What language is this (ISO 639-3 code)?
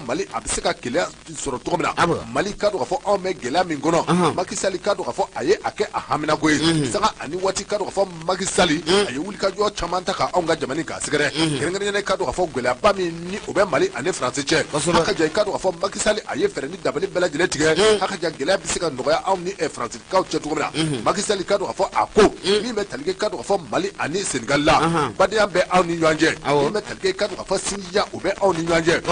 bam